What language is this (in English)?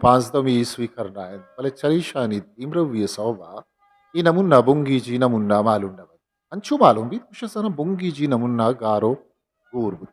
Eastern Balochi